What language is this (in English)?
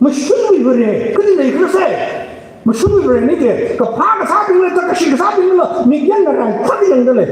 Tangkhul Naga (India)